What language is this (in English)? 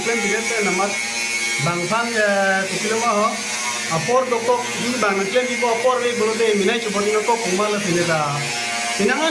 Karbi